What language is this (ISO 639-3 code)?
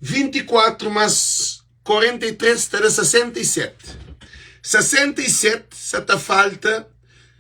kea